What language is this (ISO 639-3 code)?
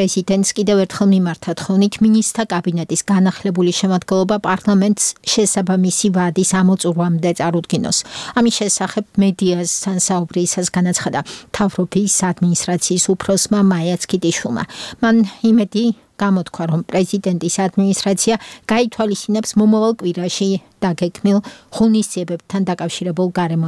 kat